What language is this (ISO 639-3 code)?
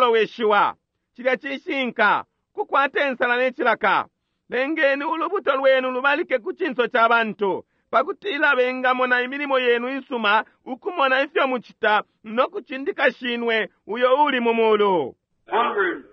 bem